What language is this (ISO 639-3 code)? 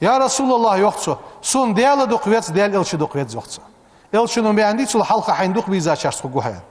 inh